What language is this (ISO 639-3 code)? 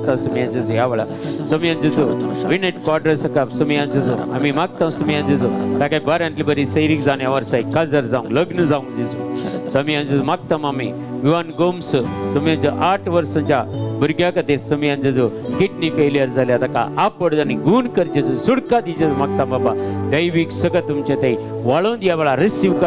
kok